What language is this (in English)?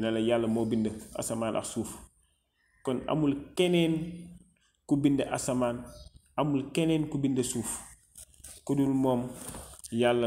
Wolof